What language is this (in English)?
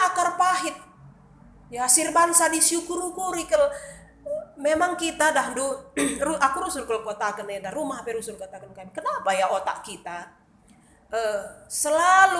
Batak Karo